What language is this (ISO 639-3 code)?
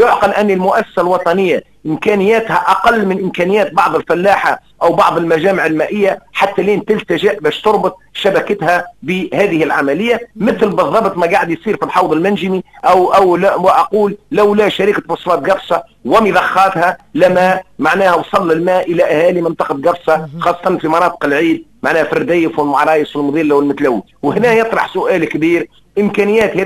aeb